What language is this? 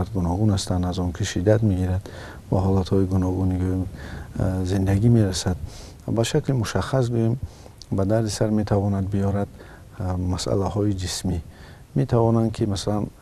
Tajik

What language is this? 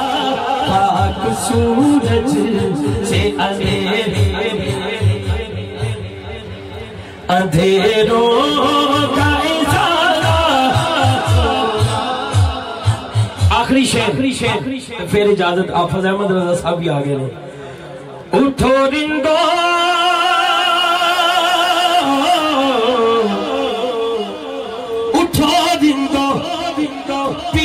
Urdu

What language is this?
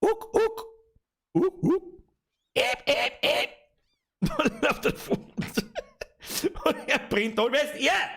Bavarian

